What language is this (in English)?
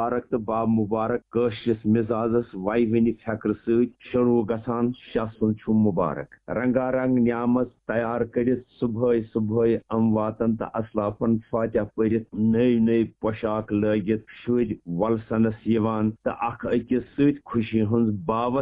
Kashmiri